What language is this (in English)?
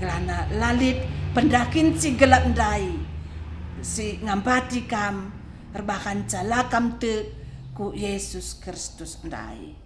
Batak Karo